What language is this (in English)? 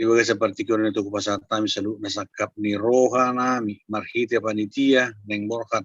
Batak Toba